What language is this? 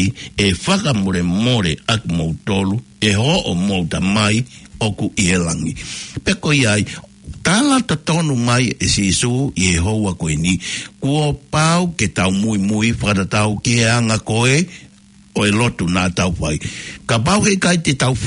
Tongan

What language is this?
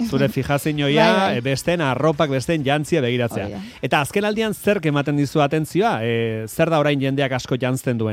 Basque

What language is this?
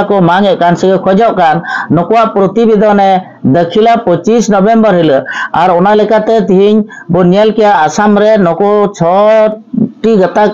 Santali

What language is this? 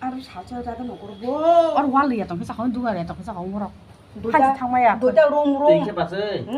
Kok Borok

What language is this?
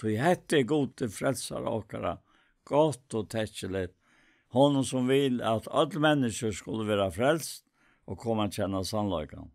Faroese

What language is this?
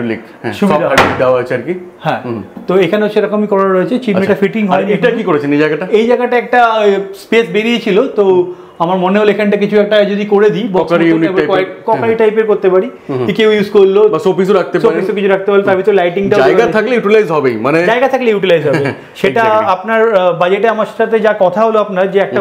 Bangla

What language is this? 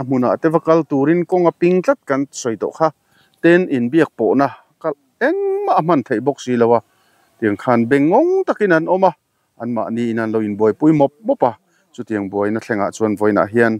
Mizo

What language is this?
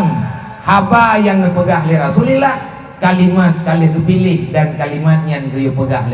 Achinese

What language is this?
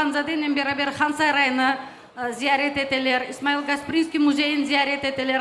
Crimean Tatar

